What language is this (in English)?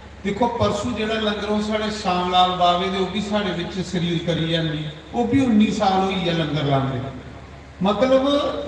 Dogri